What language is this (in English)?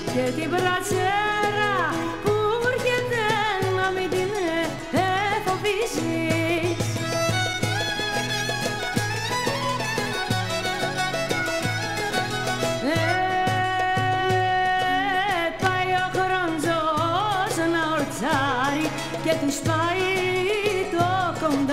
Greek